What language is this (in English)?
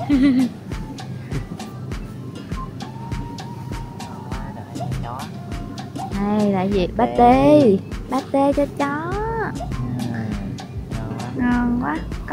Vietnamese